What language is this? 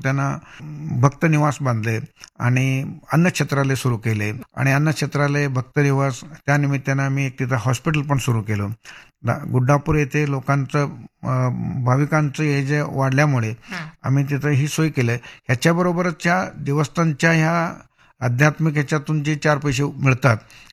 Marathi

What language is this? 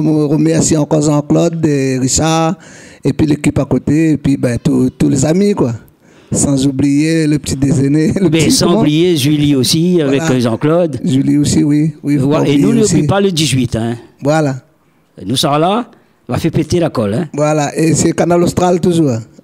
Réunion Creole French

